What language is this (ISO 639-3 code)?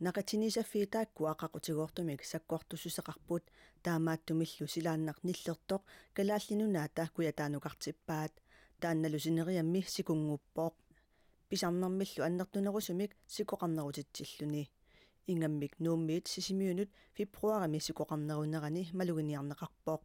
kal